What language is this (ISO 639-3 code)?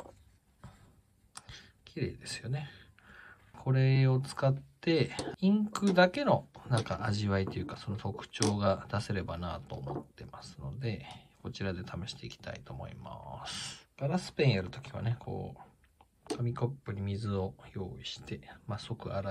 jpn